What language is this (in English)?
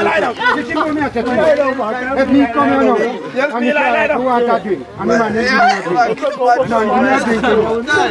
Jamaican Creole English